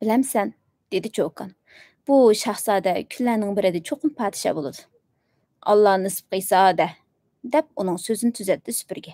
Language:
Uyghur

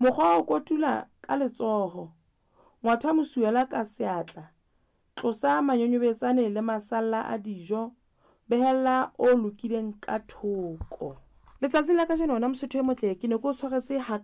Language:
Southern Sotho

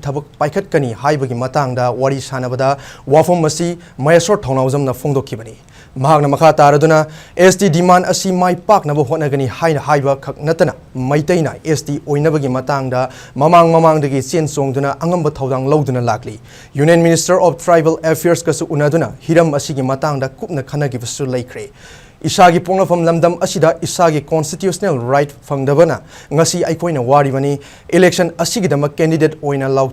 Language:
Manipuri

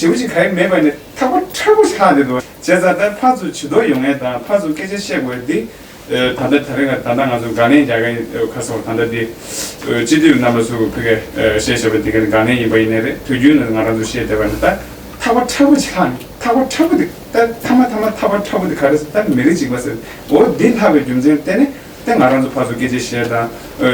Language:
Tibetan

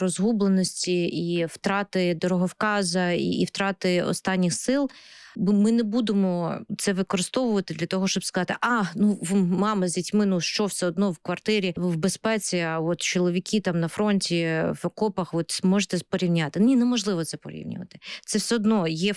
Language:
Ukrainian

